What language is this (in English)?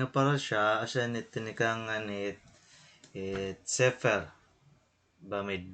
Waray